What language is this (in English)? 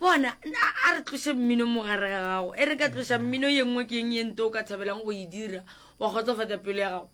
Northern Sotho